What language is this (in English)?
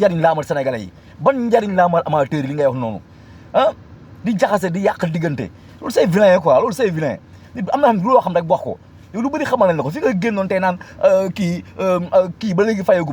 Wolof